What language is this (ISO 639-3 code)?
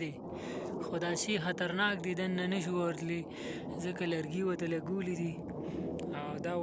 pus